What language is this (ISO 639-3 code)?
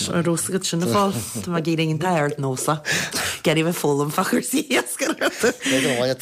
gle